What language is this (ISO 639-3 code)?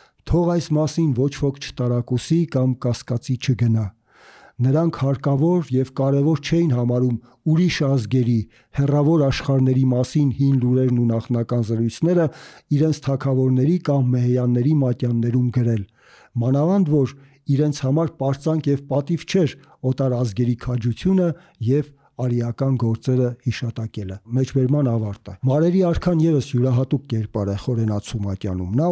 hye